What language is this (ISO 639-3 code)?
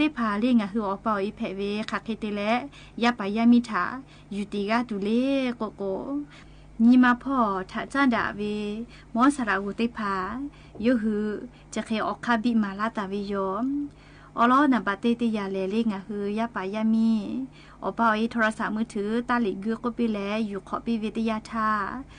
lhu